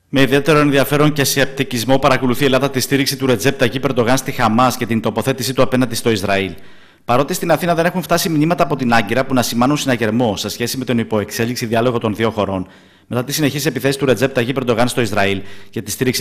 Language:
Greek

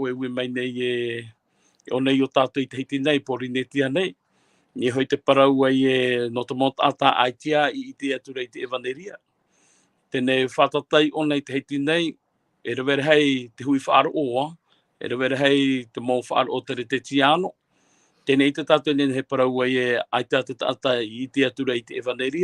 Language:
Tahitian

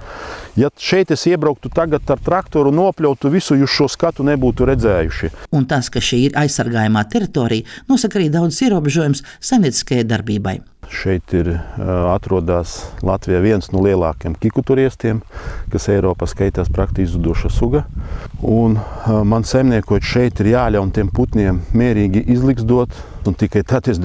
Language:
Latvian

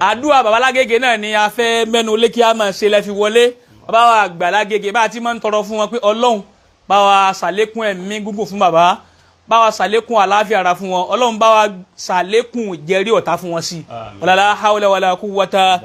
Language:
Yoruba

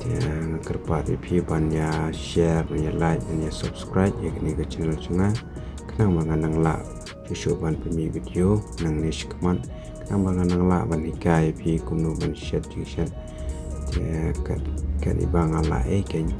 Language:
Khasi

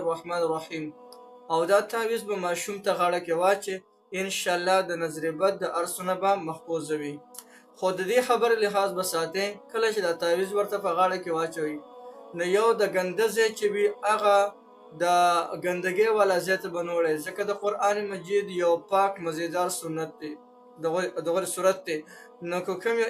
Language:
Pashto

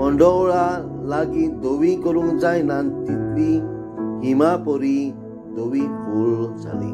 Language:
Konkani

